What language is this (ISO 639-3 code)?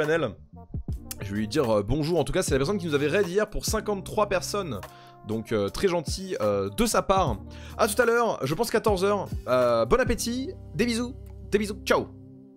fra